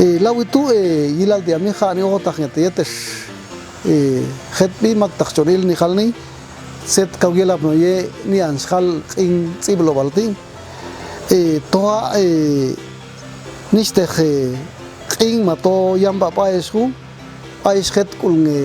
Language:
Popti'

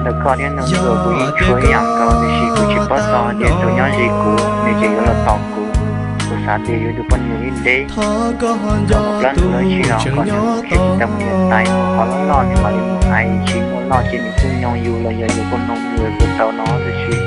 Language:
Hmong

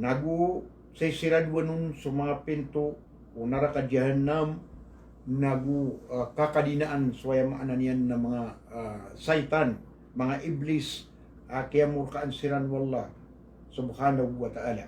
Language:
Maranao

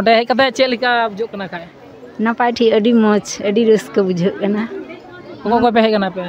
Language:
Santali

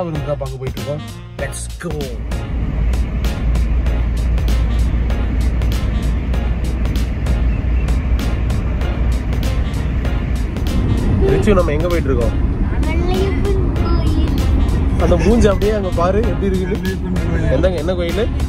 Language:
Tamil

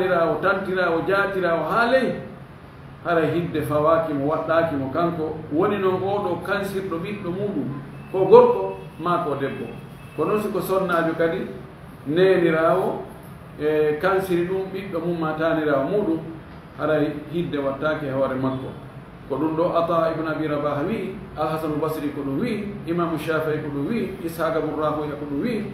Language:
Fula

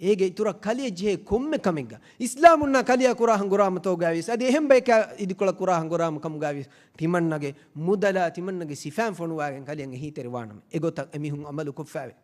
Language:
Divehi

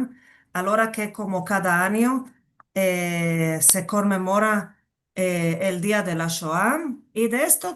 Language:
Ladino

